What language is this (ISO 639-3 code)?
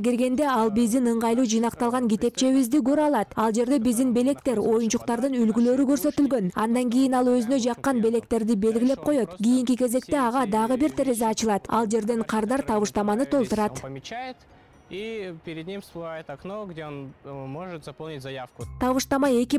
kir